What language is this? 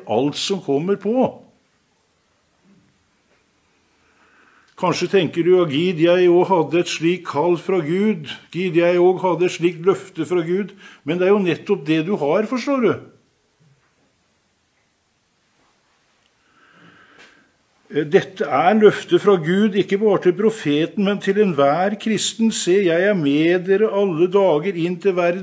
Norwegian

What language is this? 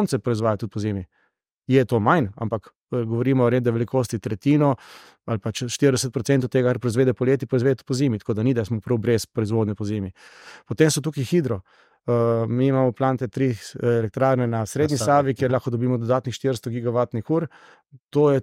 Slovenian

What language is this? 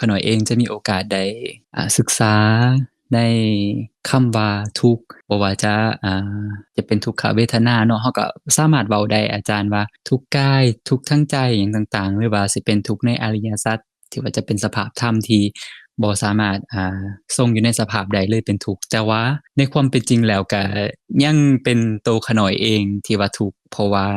Lao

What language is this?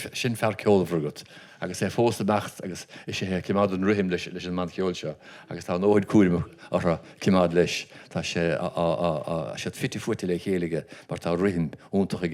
Irish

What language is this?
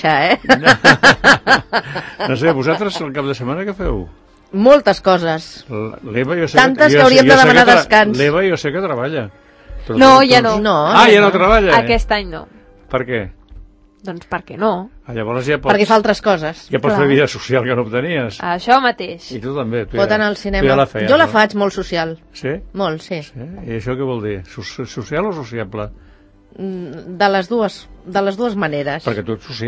Catalan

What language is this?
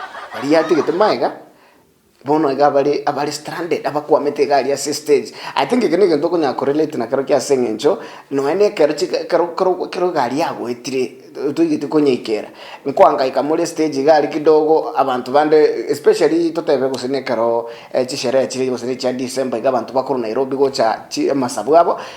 Gusii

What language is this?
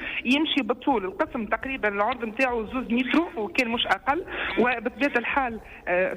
Tunisian Arabic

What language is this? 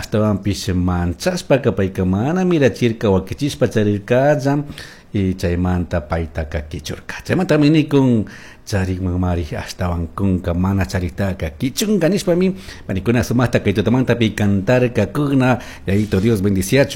Chimborazo Highland Quichua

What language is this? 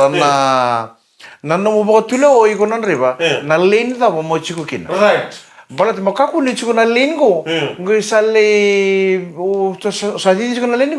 Fijian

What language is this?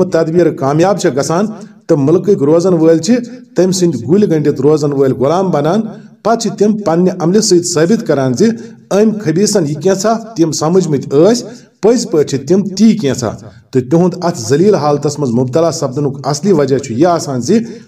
Kashmiri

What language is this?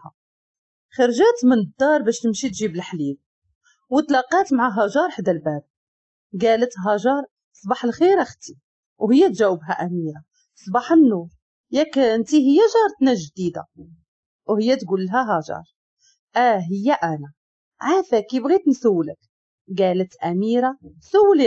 Moroccan Arabic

